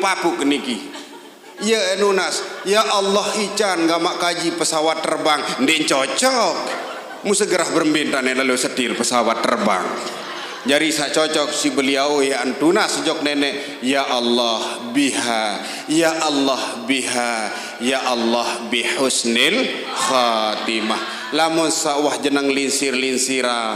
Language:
Sasak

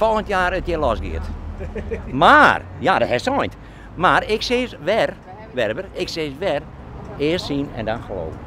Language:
Western Frisian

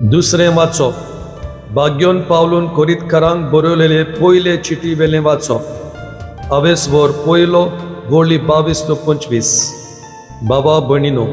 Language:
Konkani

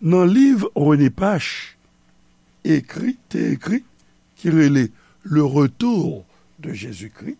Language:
Haitian Creole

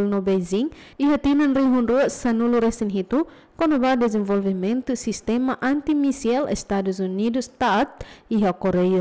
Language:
Tetum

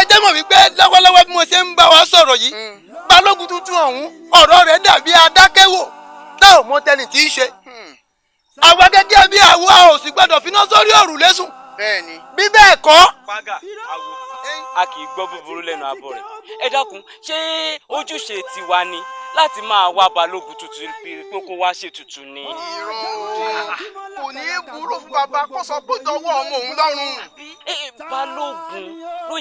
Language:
Yoruba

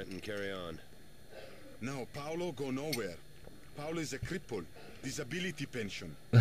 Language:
Czech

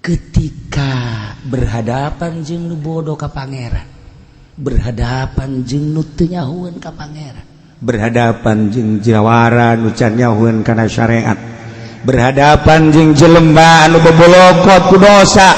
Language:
Sundanese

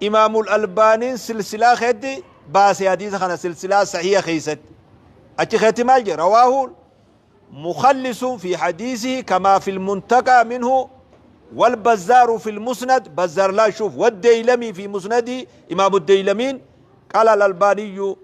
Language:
Oromo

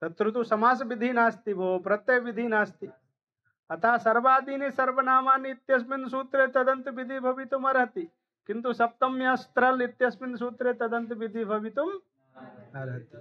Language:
Sanskrit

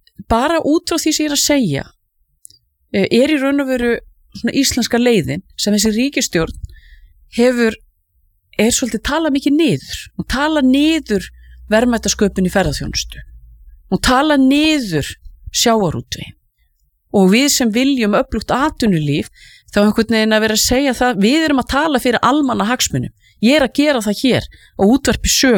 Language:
Icelandic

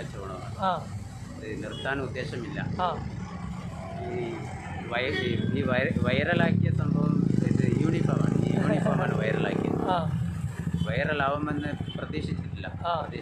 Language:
Malayalam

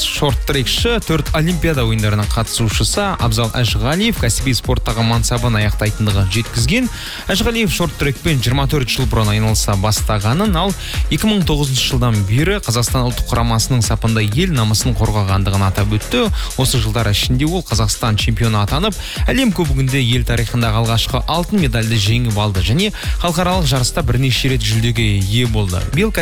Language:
Kazakh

